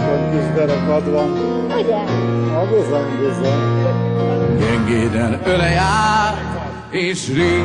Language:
Hungarian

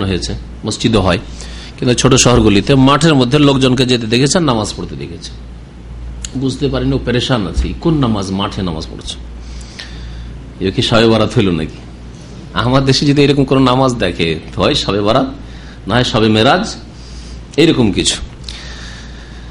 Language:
Bangla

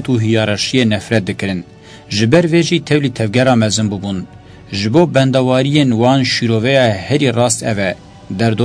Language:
Kurdish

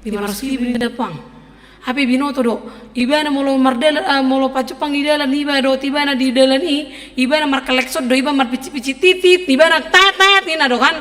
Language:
Batak Toba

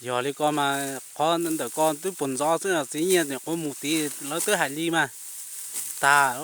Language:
Hmong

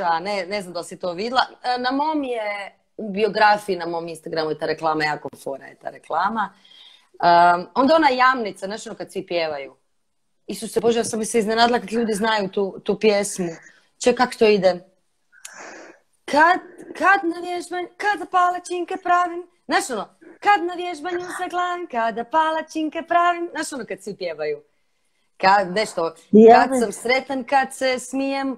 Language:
Croatian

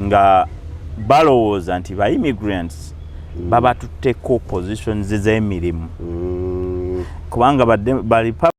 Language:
Ganda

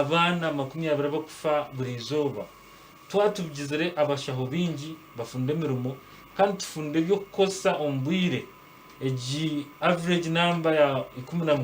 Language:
Nyankole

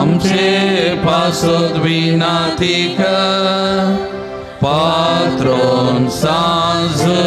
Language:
Konkani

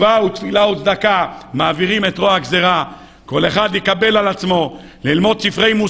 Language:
Hebrew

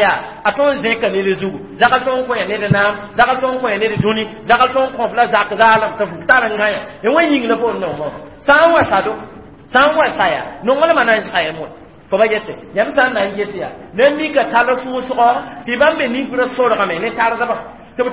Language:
Mossi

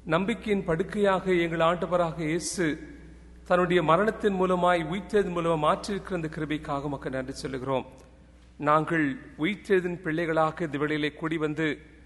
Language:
Tamil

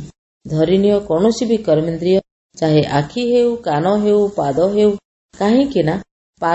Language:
Odia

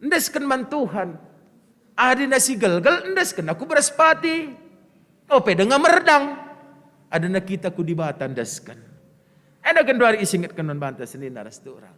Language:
Batak Karo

